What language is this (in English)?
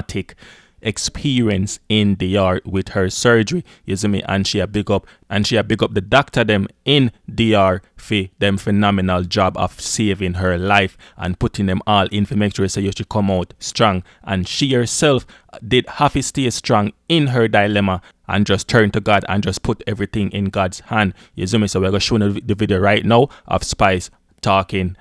Jamaican Creole English